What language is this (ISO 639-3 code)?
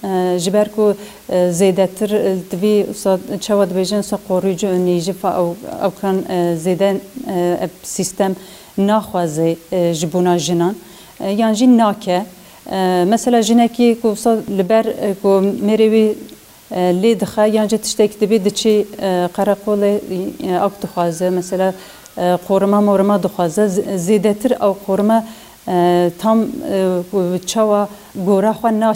kur